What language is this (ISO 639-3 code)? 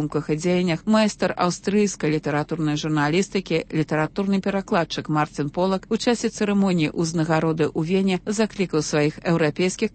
bel